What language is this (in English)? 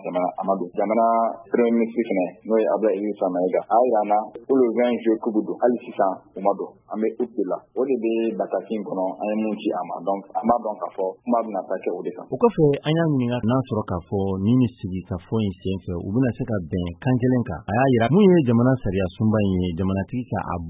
Bambara